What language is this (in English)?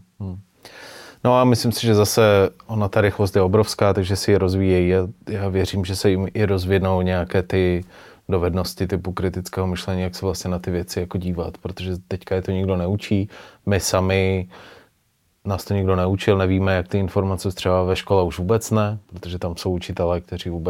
Czech